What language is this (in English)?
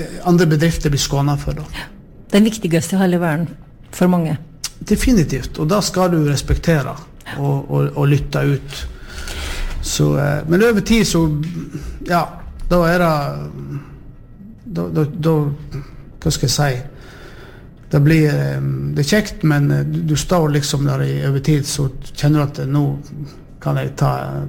Norwegian